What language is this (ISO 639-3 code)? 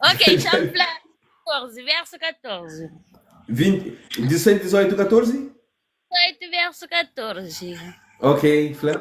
kea